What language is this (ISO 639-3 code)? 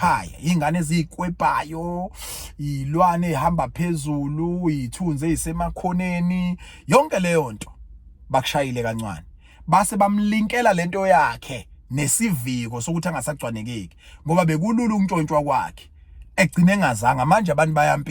zul